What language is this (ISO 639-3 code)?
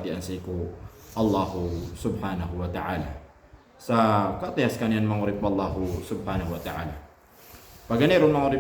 mrw